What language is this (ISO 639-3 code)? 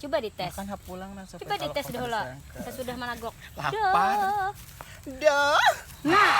bjn